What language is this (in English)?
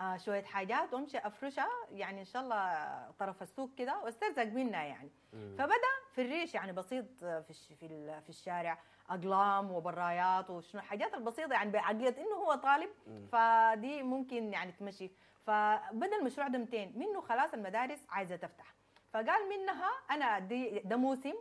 Sudanese Arabic